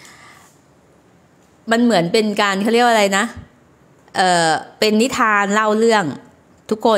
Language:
Thai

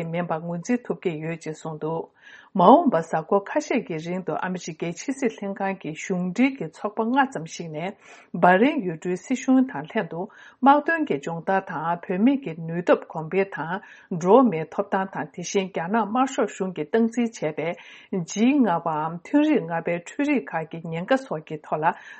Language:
Tibetan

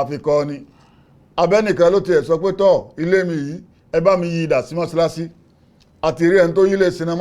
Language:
Yoruba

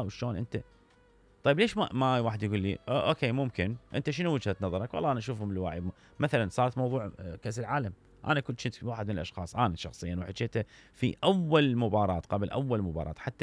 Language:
Mesopotamian Arabic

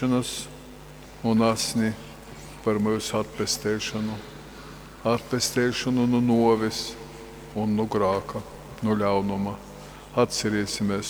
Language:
Latgalian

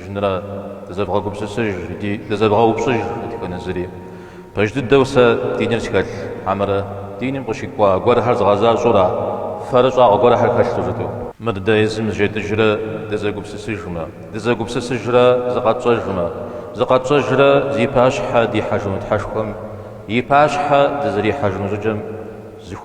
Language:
Kabardian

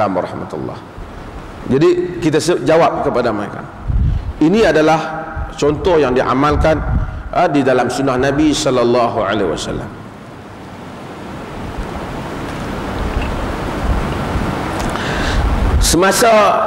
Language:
Malay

